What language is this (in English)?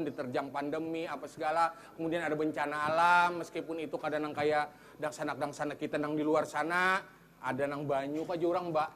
Banjar